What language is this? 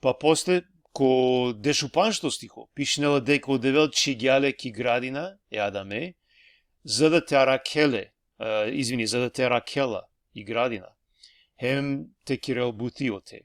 Balkan Romani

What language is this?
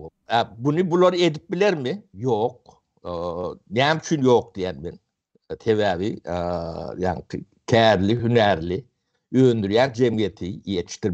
Turkmen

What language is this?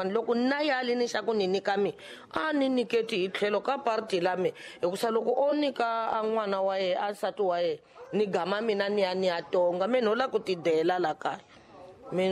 Tsonga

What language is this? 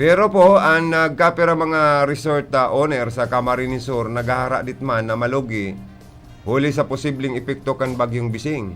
Bikol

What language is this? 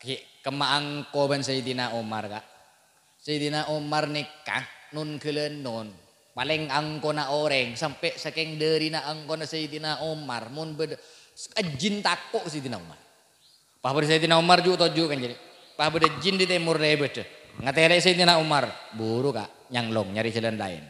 Madurese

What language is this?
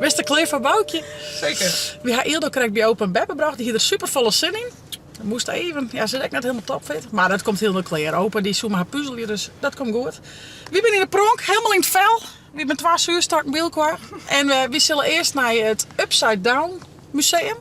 Western Frisian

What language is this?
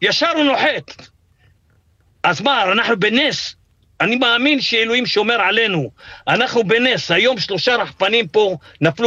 Hebrew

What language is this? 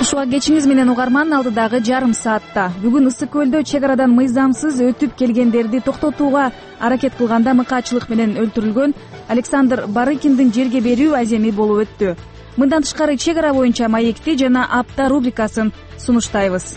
Kyrgyz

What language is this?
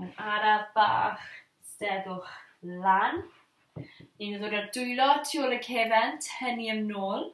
Welsh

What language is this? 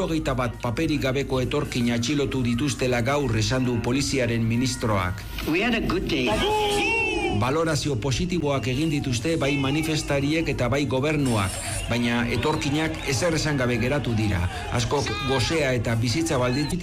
Basque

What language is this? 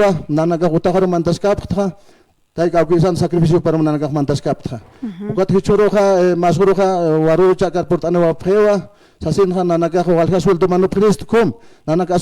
Aymara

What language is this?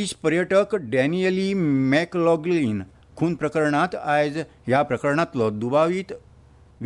Konkani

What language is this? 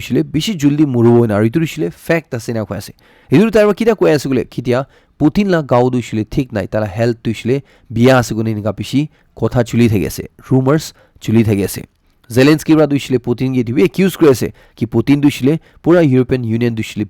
Naga Pidgin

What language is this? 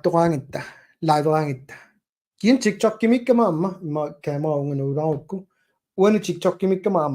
Kalaallisut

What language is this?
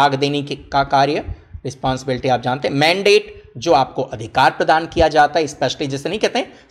Hindi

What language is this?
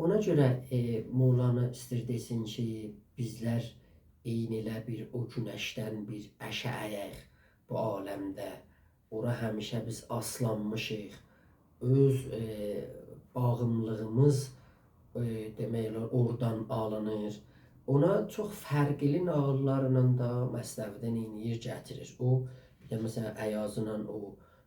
South Azerbaijani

